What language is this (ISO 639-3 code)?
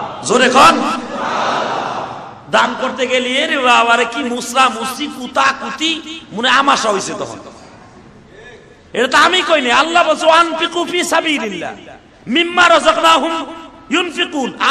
ben